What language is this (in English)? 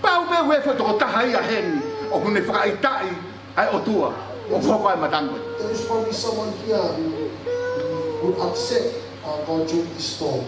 Tongan